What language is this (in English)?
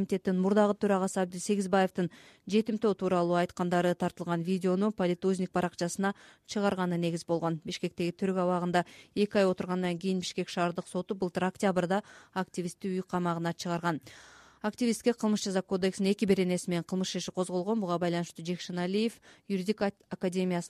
Kyrgyz